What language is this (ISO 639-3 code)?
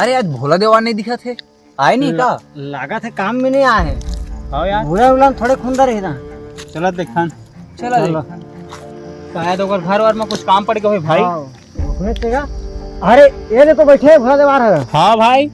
hne